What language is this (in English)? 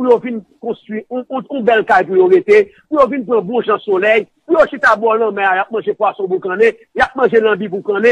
Haitian Creole